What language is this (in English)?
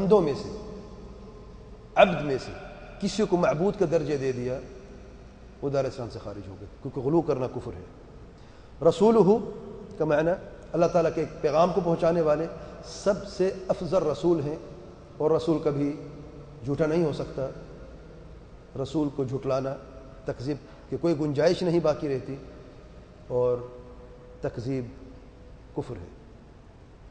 Urdu